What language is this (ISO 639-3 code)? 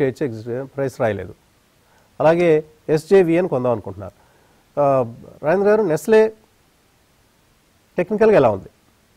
tel